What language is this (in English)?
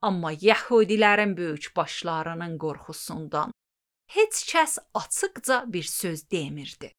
Azerbaijani